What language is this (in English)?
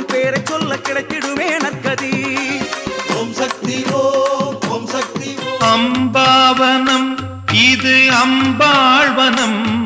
Tamil